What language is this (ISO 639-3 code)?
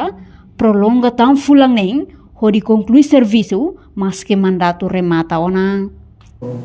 tet